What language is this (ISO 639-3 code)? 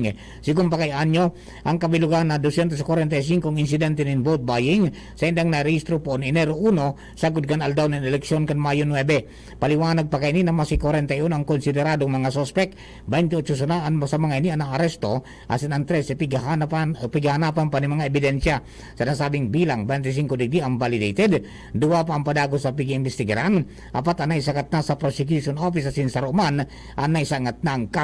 bik